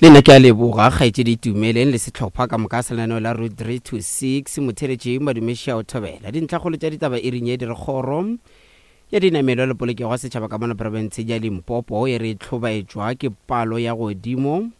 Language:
Northern Sotho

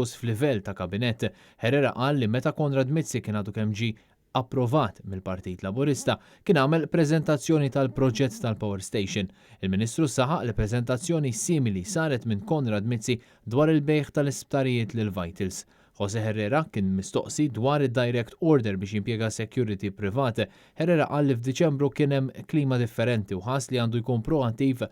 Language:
Maltese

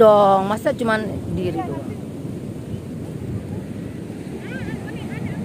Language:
Indonesian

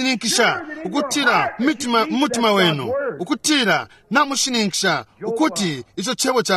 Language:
Bemba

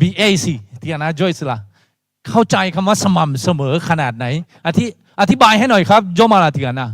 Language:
Akha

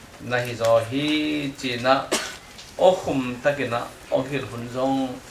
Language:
Tedim Chin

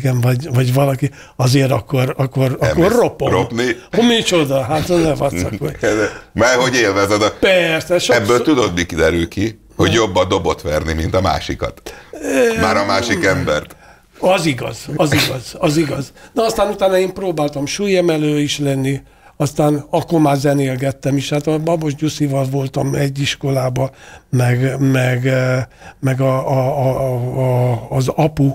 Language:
Hungarian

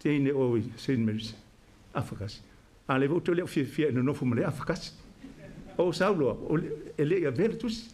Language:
Samoan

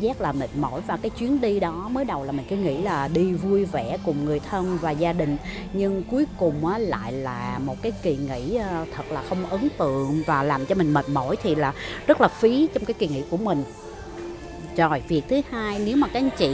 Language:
Vietnamese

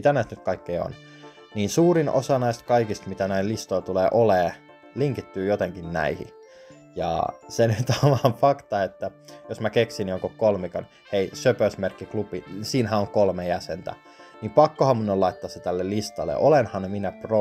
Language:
Finnish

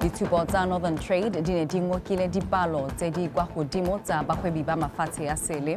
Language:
Tswana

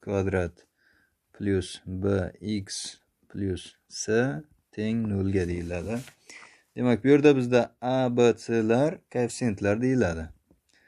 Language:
Uzbek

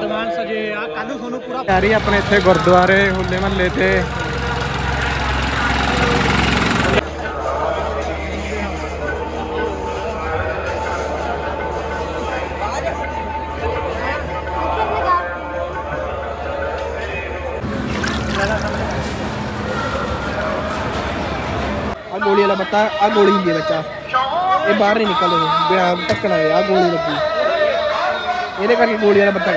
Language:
Punjabi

